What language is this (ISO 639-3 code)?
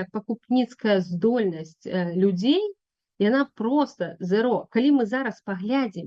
bel